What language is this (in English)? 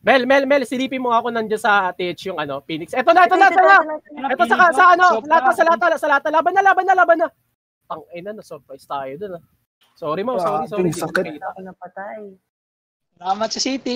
Filipino